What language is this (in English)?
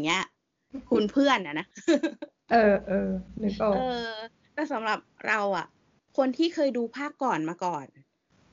Thai